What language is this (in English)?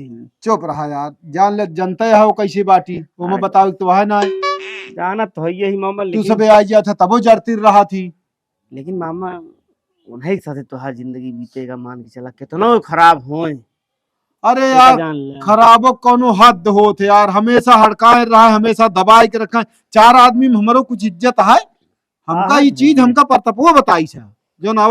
Awadhi